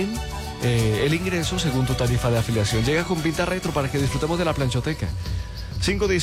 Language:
Spanish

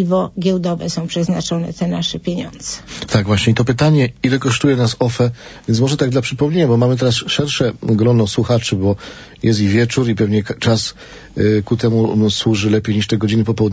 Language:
Polish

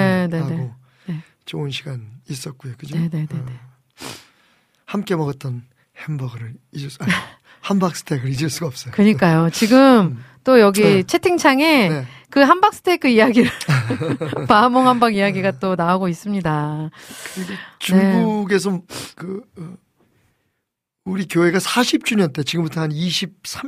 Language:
Korean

